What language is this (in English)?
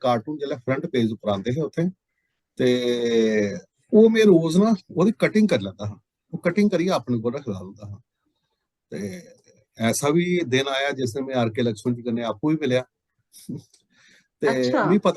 Dogri